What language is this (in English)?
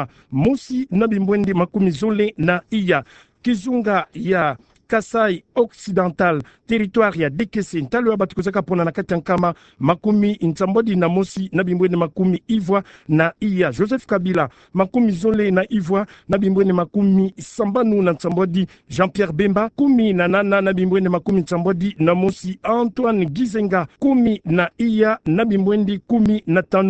Kituba (Democratic Republic of Congo)